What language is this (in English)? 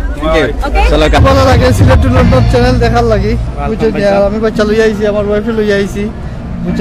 Sylheti